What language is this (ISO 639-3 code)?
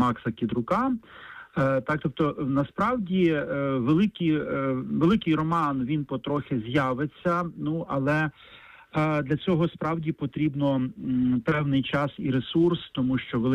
ukr